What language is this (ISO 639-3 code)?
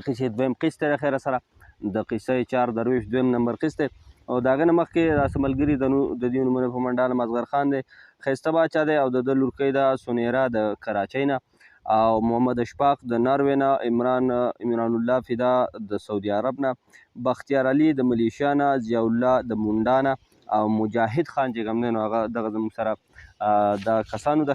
pus